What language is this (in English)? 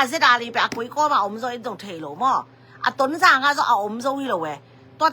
Tedim Chin